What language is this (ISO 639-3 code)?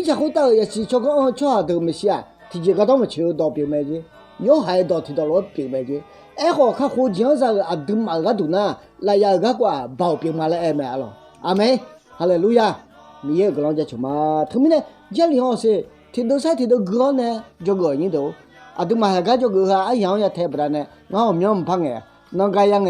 ahk